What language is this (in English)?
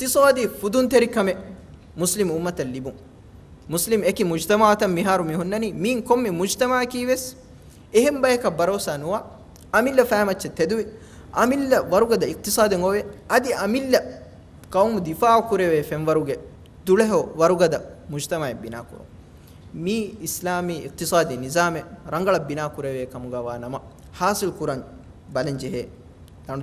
Divehi